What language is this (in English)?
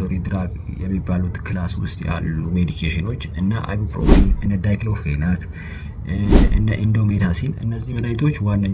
Amharic